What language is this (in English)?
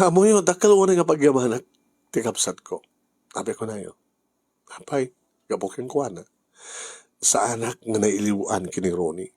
Iloko